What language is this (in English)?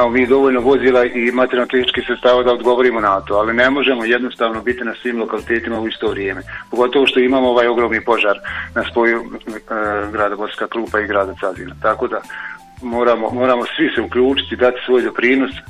Bosnian